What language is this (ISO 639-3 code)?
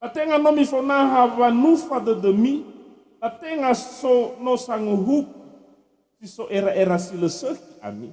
nia